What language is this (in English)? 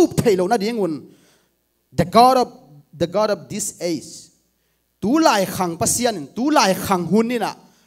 Tedim Chin